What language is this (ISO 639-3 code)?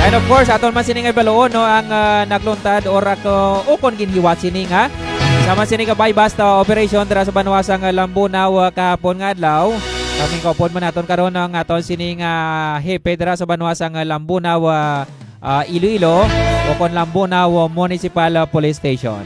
hil